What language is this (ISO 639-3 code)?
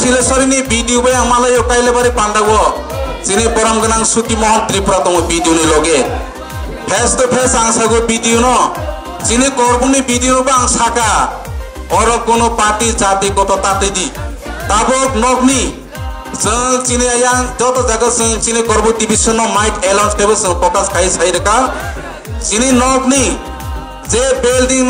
trp